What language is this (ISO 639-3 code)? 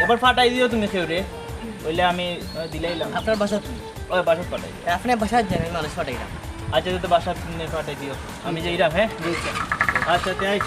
syl